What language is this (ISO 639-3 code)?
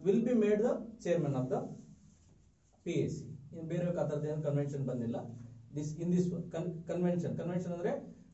kan